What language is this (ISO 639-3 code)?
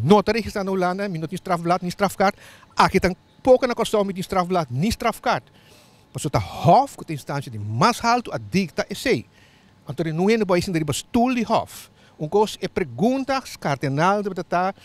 pap